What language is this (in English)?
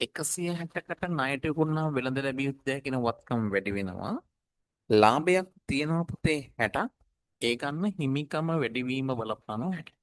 Sinhala